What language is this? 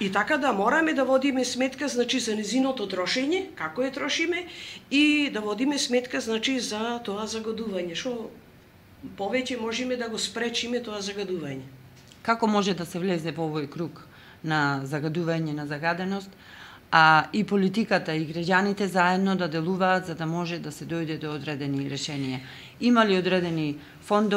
Macedonian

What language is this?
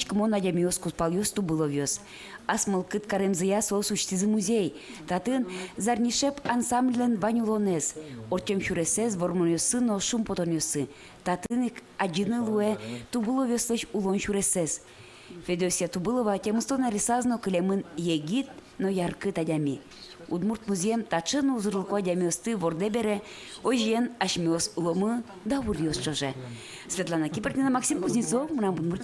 Udmurt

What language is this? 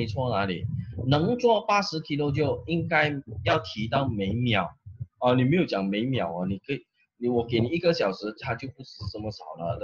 Chinese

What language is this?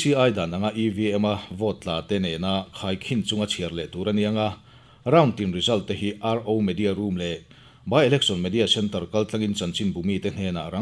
Mizo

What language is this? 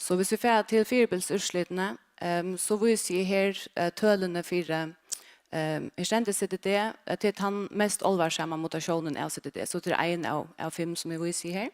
Faroese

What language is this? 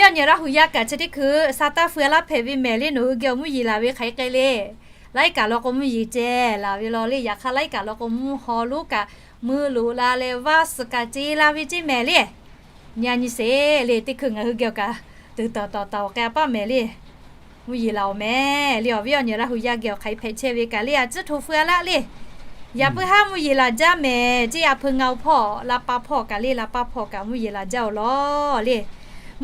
Lahu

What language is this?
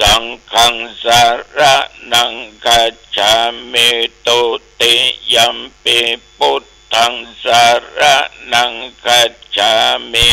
Pali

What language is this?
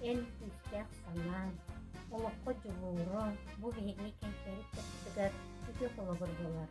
Yakut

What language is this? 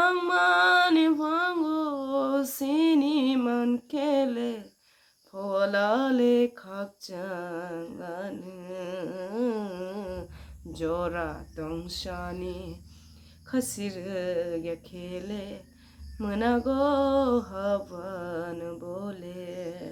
Kok Borok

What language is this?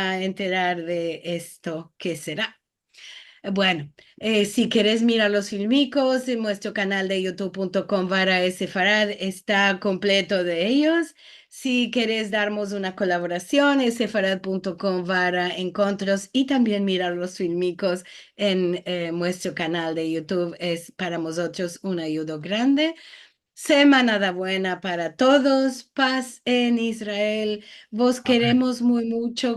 Ladino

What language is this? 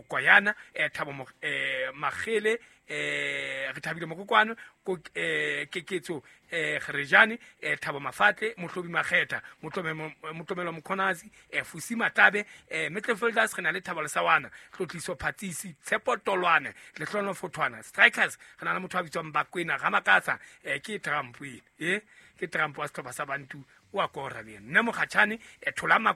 Southern Sotho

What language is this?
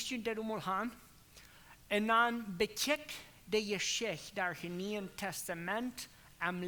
Plautdietsch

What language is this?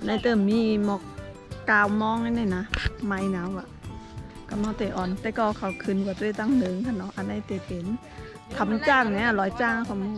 Shan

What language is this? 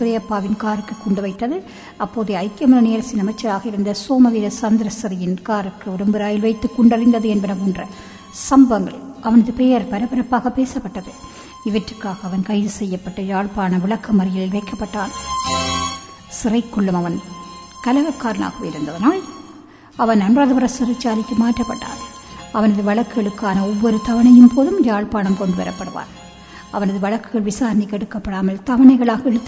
Tamil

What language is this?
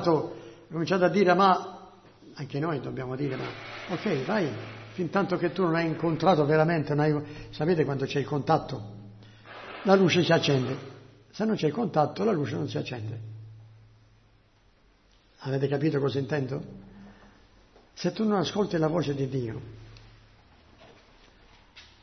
Italian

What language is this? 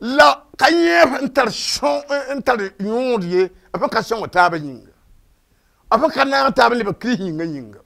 Mossi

